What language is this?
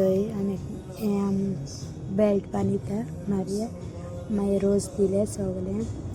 Konkani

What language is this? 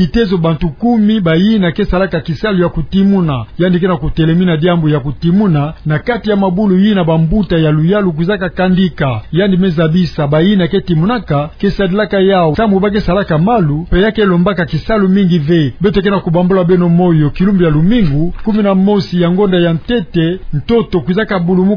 Kituba (Democratic Republic of Congo)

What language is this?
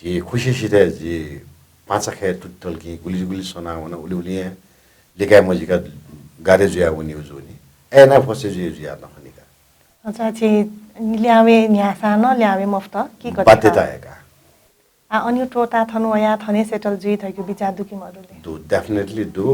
Newari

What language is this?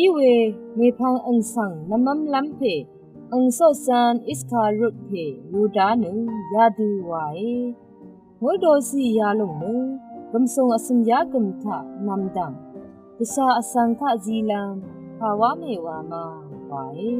Rawang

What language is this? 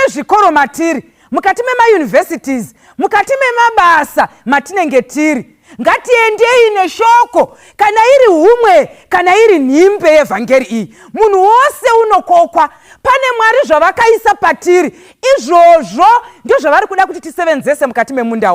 Shona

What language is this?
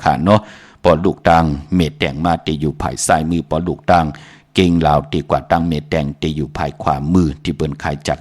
Shan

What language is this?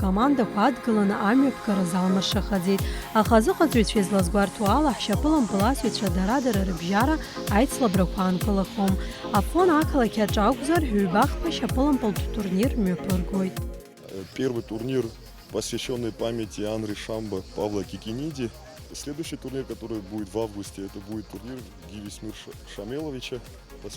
Abkhazian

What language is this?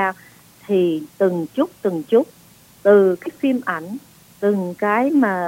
Vietnamese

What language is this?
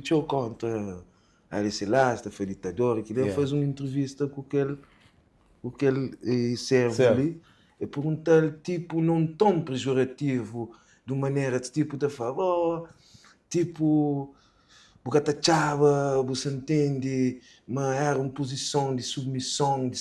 Kabuverdianu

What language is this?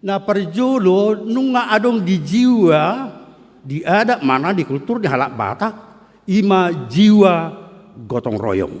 Batak Toba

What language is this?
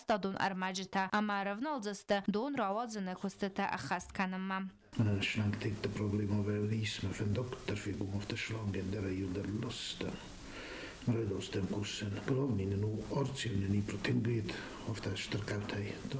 Ossetic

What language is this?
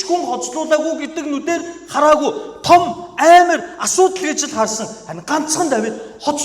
Mongolian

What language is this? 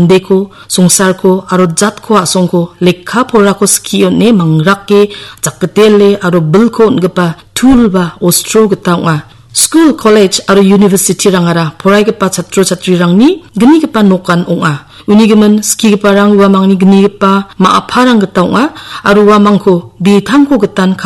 Garo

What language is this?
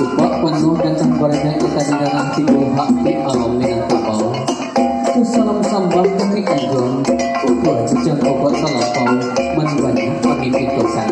Minangkabau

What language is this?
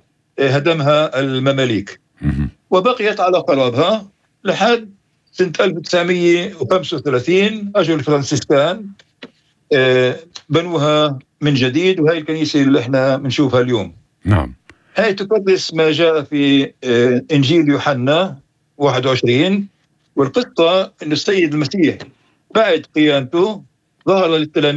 North Levantine Arabic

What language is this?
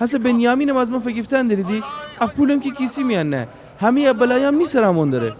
Gilaki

